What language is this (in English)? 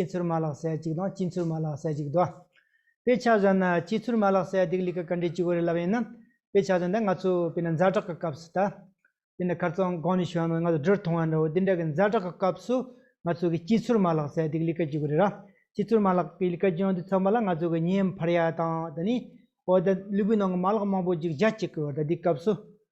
Tibetan